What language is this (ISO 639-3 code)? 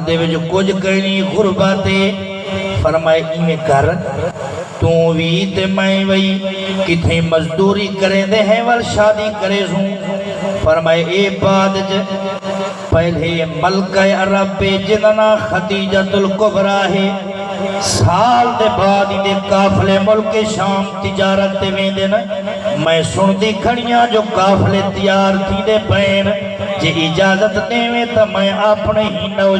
skr